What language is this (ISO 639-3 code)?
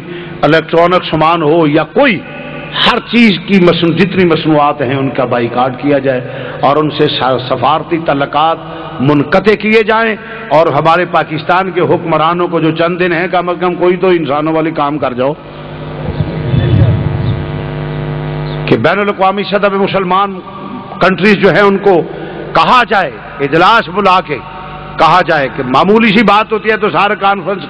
urd